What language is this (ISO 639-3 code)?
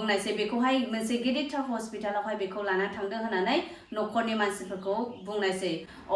brx